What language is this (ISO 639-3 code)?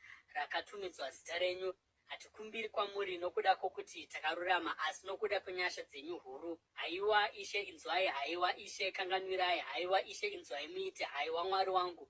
sna